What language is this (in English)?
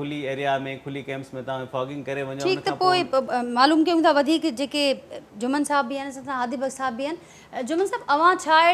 Sindhi